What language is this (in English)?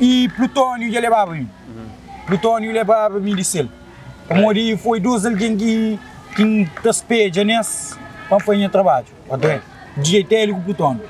Kabuverdianu